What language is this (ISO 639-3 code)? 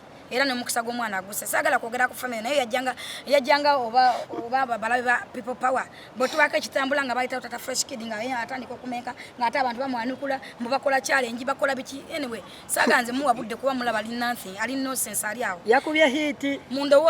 lug